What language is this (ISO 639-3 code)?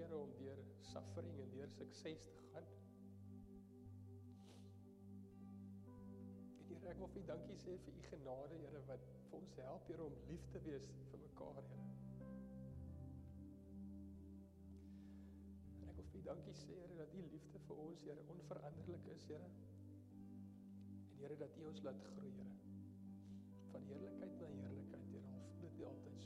afr